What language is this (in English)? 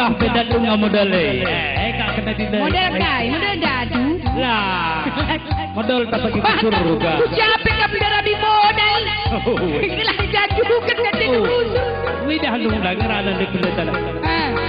Batak Karo